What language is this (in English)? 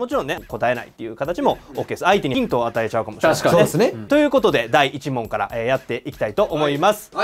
Japanese